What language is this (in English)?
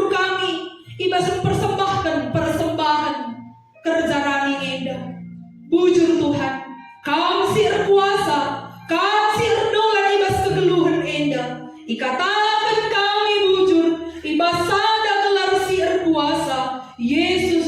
Batak Karo